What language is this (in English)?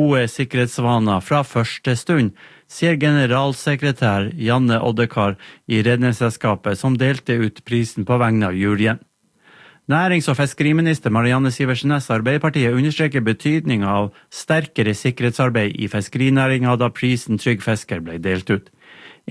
Norwegian